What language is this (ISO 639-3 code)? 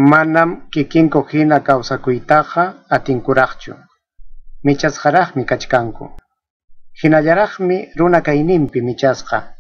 quy